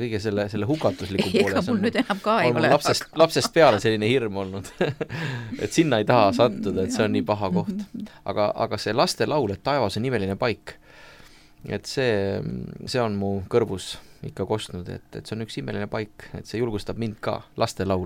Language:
Estonian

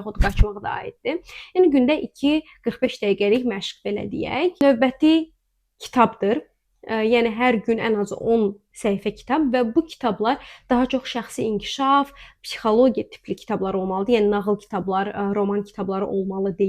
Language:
Azerbaijani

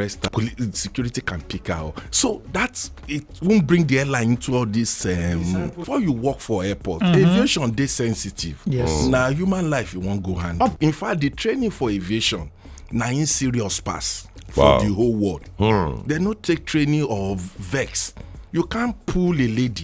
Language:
Nigerian Pidgin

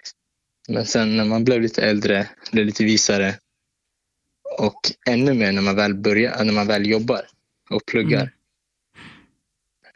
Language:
Swedish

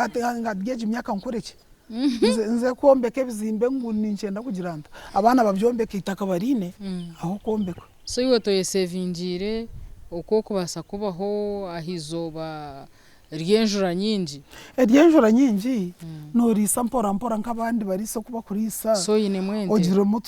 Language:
Nyankole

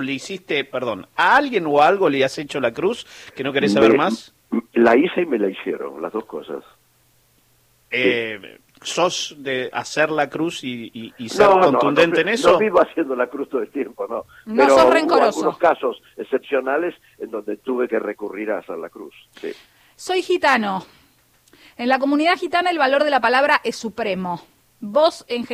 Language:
Spanish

